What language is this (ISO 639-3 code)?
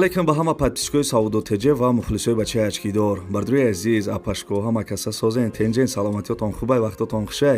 tgk